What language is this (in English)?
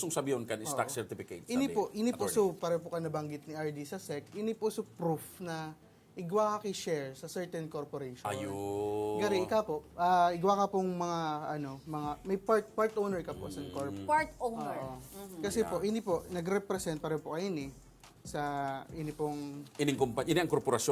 Bikol